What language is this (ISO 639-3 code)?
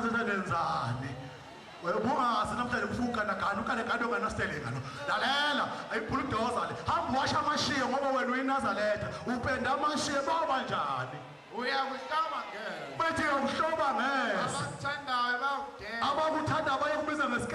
zul